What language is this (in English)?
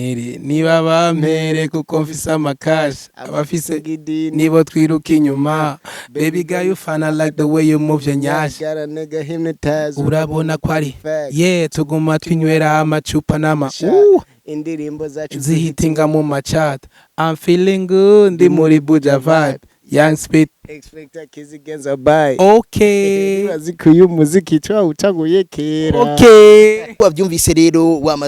Rundi